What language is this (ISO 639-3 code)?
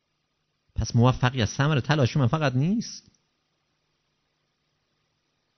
fas